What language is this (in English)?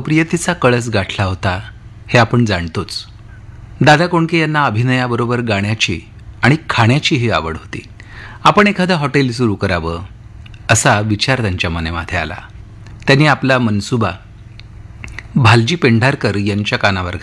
Marathi